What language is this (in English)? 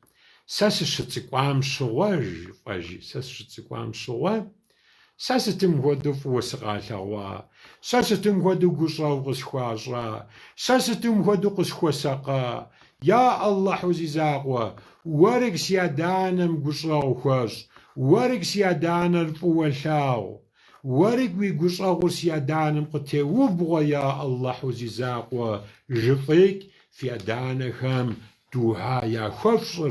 Kabardian